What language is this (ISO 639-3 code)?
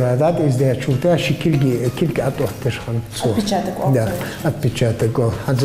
inh